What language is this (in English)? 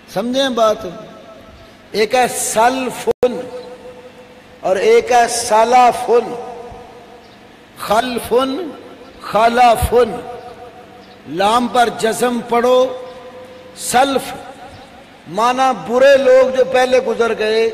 Urdu